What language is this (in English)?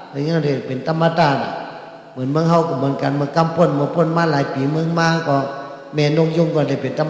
Shan